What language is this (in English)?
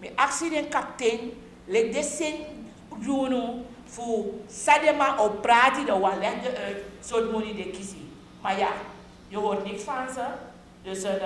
Sranan Tongo